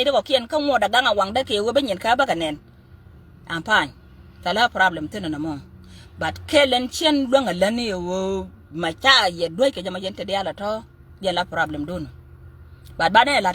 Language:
Nuer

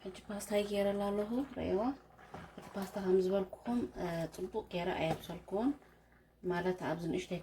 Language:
Tigrinya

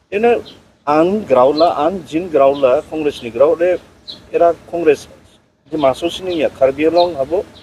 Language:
Dimasa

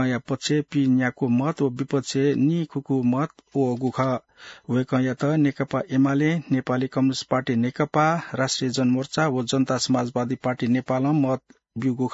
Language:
Newari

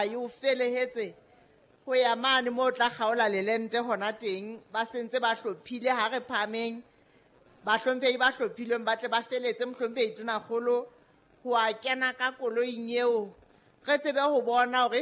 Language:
Southern Sotho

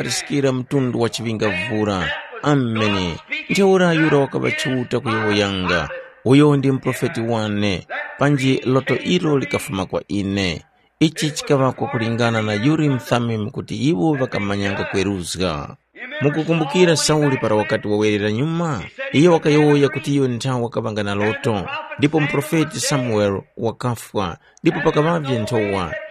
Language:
Tumbuka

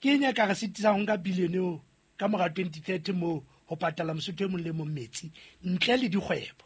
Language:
Southern Sotho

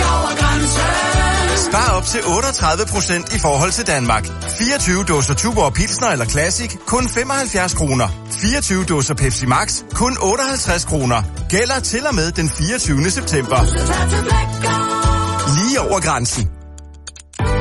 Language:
Danish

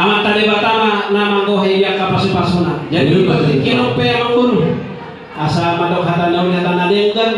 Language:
Batak Toba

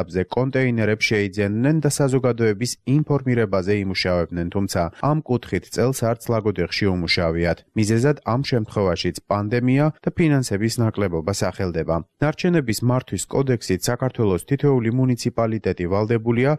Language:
Georgian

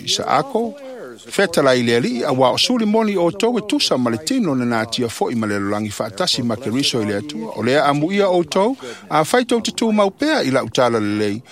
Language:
Samoan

